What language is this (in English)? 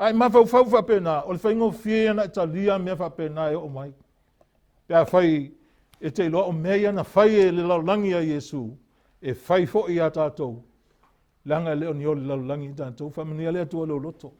Samoan